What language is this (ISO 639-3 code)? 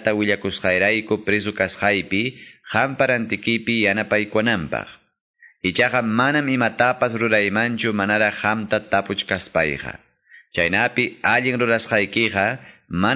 que